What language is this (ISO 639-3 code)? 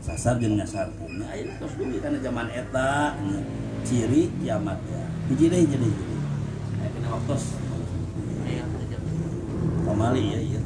sun